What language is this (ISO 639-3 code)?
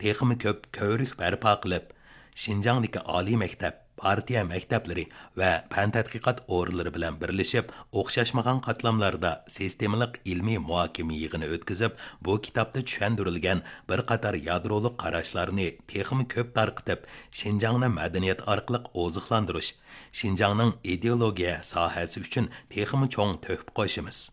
uig